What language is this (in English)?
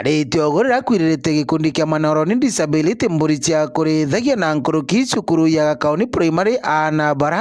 Meru